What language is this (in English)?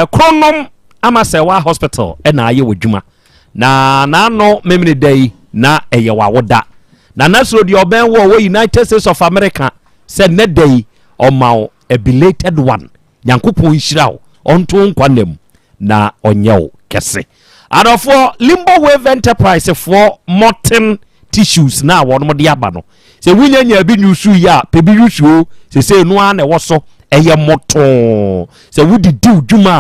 Akan